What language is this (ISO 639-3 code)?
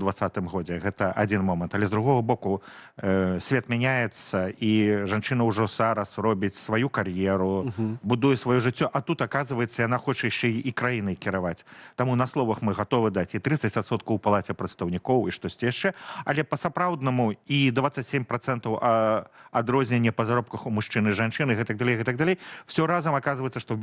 bel